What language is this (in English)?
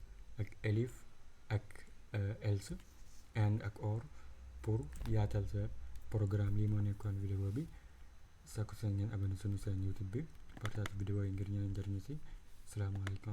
Wolof